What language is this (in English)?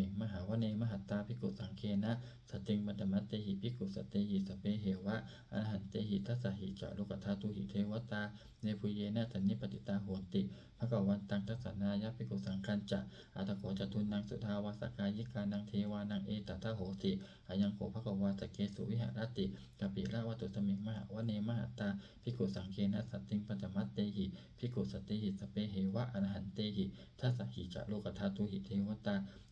Pali